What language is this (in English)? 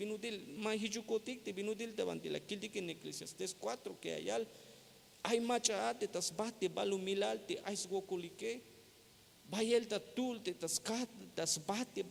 Tzeltal